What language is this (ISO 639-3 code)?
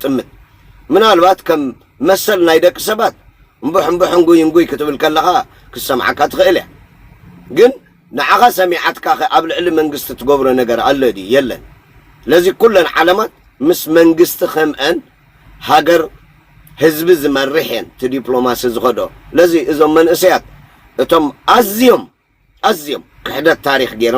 tir